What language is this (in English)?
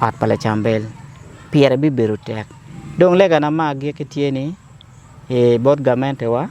Acoli